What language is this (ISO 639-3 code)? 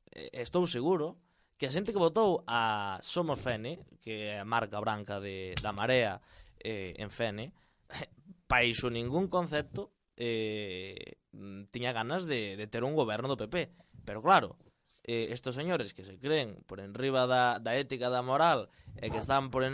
glg